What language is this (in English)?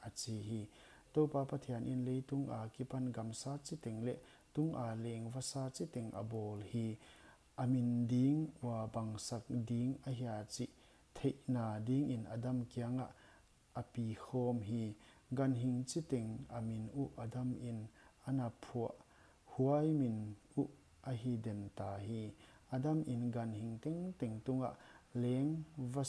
Paite Chin